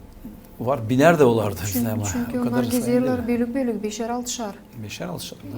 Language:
Gagauz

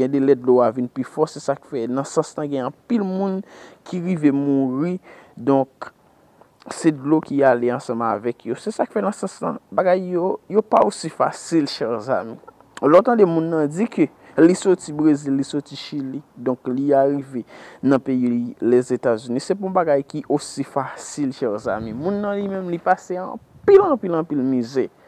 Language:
Haitian Creole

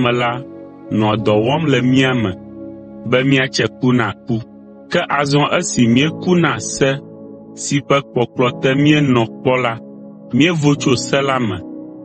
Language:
Ewe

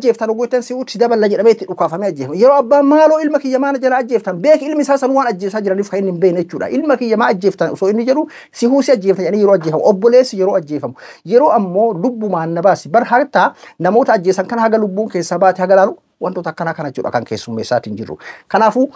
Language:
Oromo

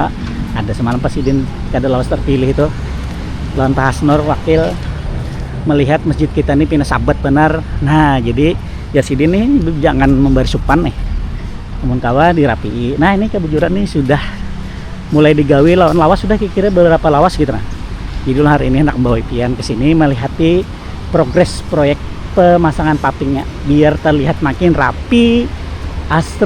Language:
Banjar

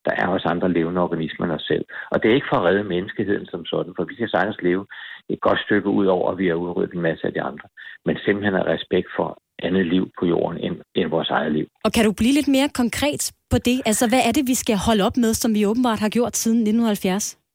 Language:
Danish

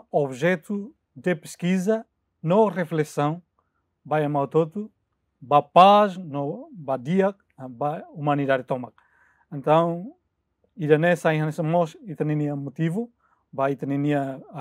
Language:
Tetum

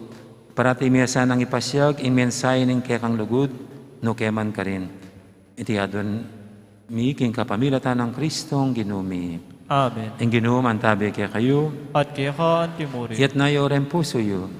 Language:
Pampanga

